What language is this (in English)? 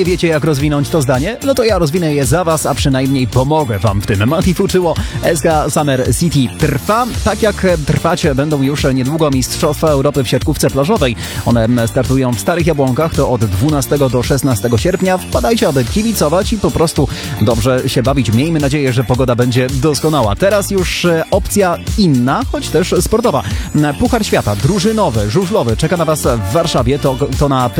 Polish